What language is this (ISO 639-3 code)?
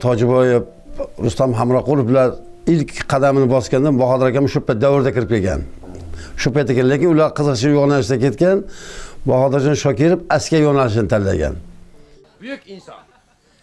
uzb